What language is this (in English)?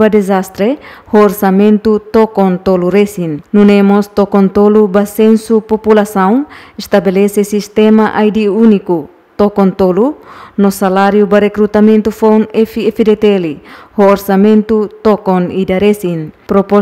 Tetum